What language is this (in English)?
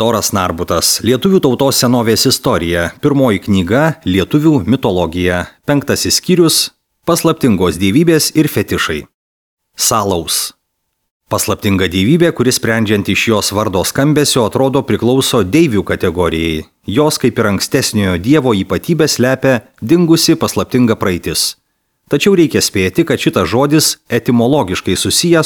Lithuanian